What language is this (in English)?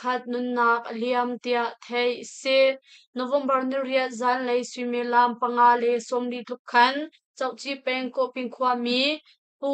Hakha Chin